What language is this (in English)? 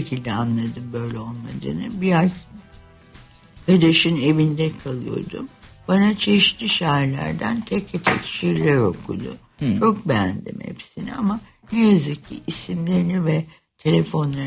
Turkish